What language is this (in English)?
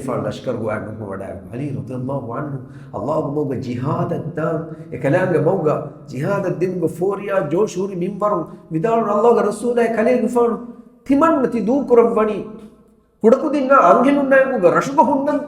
Divehi